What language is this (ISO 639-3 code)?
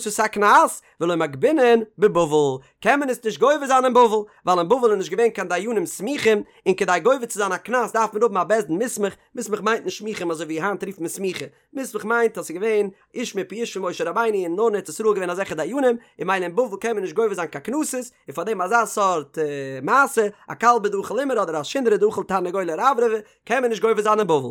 yid